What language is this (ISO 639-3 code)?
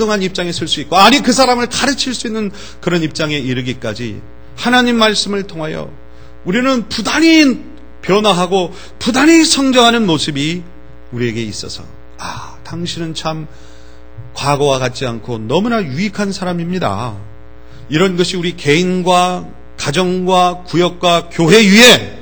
kor